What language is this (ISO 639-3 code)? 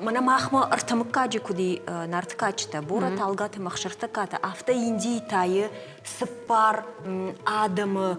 oss